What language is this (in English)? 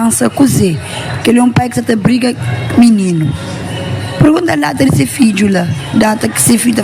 Kabuverdianu